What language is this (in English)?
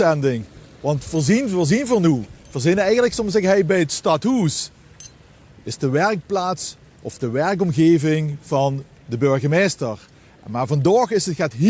Limburgish